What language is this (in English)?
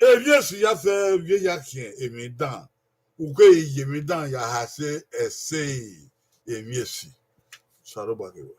Bini